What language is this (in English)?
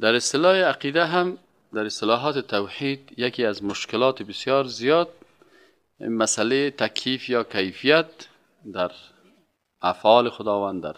Persian